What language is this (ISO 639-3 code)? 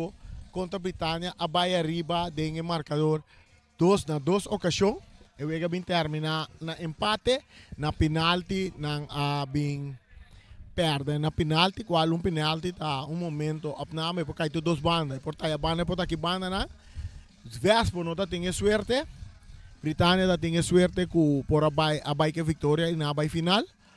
pap